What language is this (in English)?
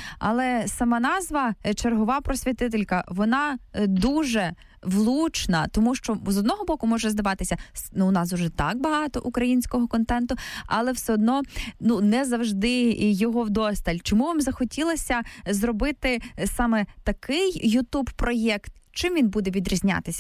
Ukrainian